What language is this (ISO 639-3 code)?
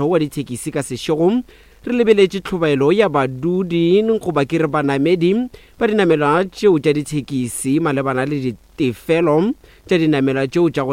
nso